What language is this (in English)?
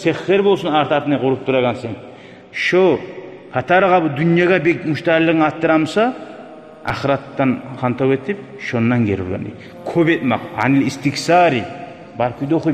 Kumyk